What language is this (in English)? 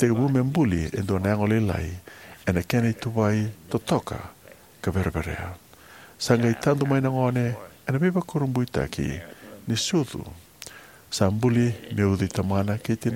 Fijian